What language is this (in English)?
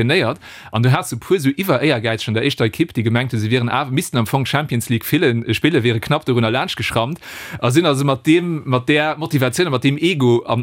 Luxembourgish